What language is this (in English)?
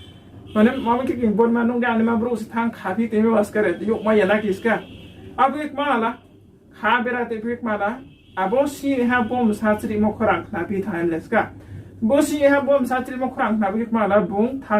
Riang (India)